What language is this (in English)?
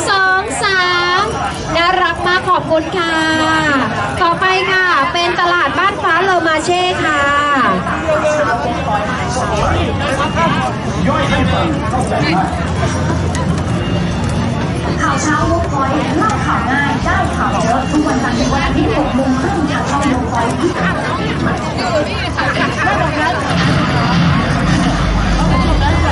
Thai